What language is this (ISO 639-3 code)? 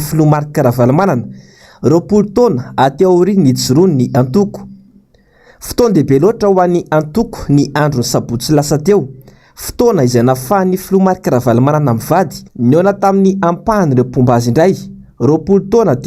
mlg